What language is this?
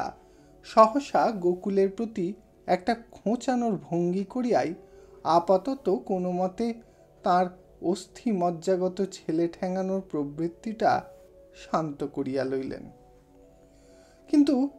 Bangla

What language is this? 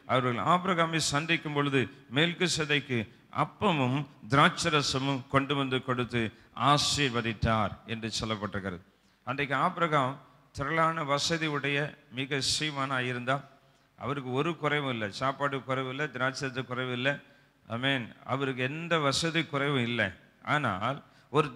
Tamil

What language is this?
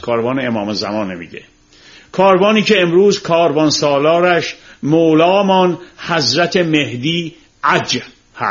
Persian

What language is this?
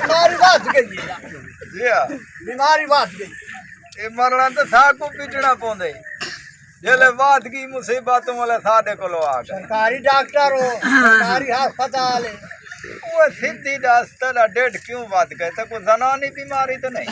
Saraiki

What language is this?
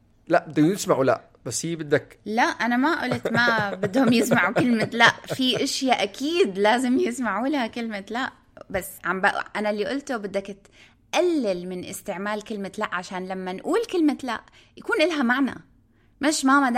North Levantine Arabic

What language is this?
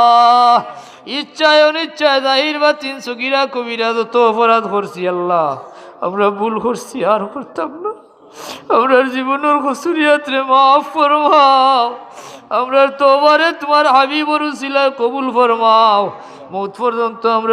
Sylheti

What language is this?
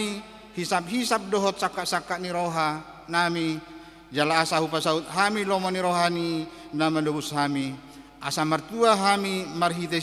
Batak Toba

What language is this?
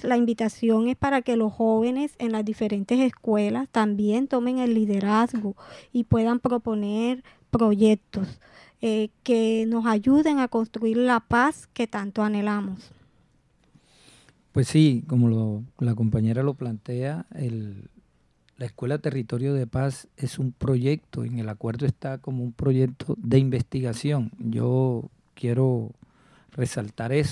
Spanish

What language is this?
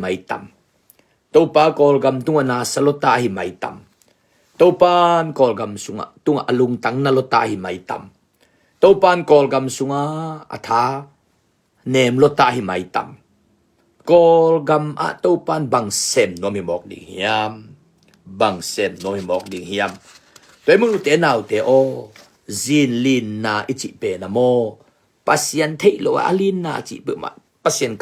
Tedim Chin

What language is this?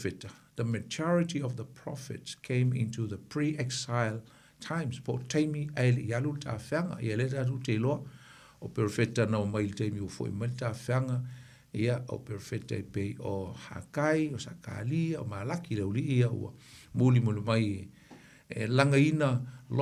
Samoan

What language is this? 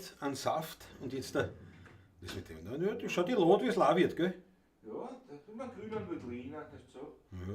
Bavarian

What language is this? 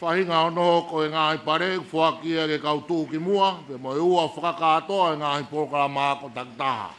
Tongan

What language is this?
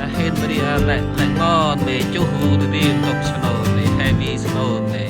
Central Mnong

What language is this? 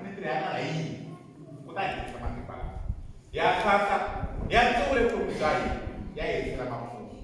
Tsonga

